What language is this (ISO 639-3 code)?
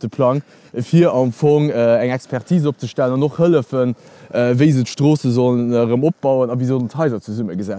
ltz